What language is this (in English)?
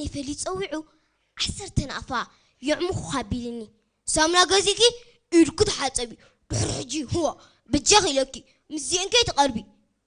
Tigrinya